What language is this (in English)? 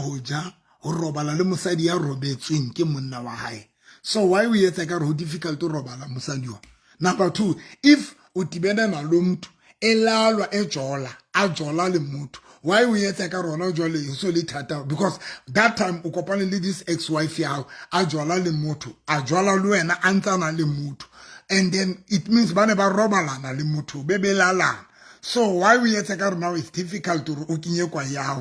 Southern Sotho